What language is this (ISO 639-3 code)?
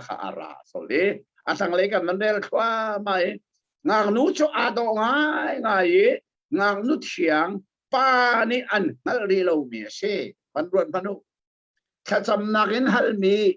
cnh